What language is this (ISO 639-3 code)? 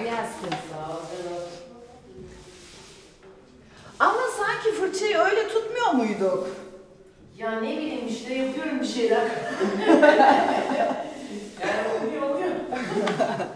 tur